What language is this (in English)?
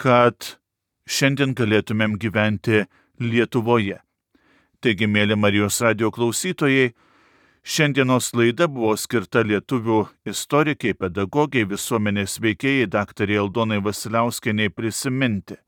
Lithuanian